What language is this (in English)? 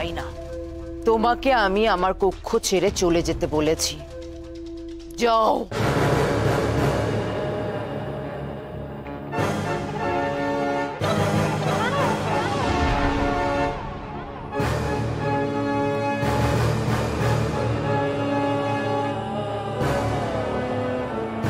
Bangla